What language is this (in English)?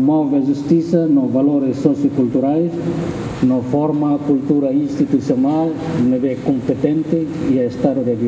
Tetum